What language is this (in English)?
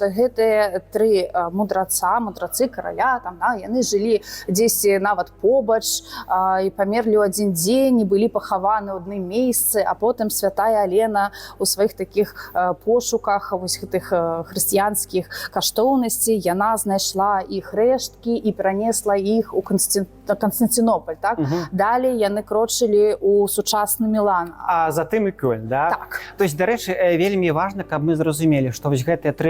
Belarusian